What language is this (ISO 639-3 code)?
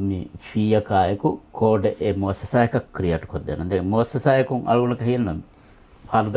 div